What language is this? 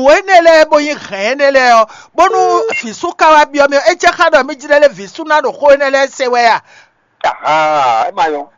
Fon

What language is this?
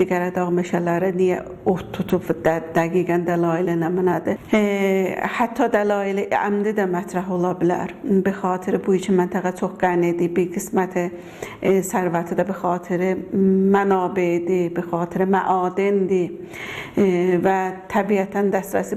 Azerbaijani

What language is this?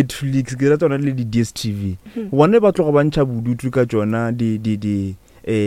Northern Sotho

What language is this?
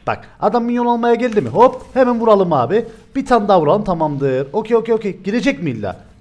Turkish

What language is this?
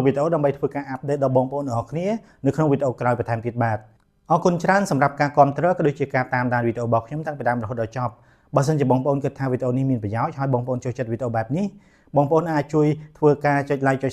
Khmer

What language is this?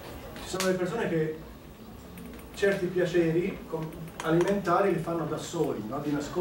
Italian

